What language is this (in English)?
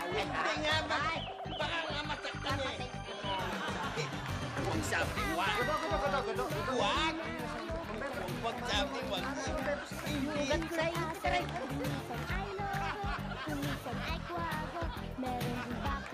Filipino